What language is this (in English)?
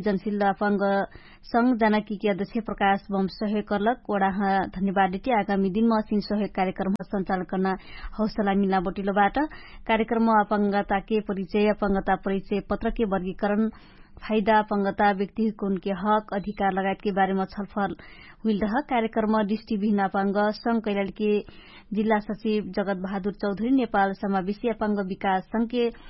Dangaura Tharu